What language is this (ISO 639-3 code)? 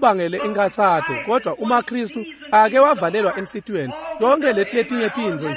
ssw